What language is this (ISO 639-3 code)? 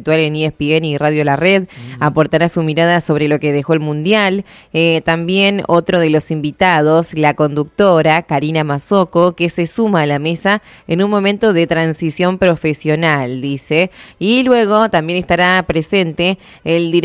spa